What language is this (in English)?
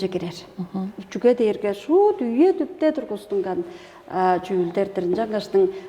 Tuvinian